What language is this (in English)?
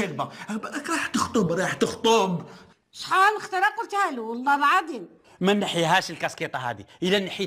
Algerian Arabic